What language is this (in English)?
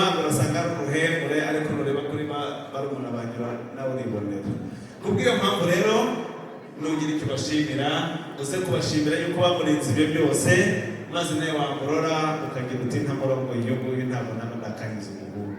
Kinyarwanda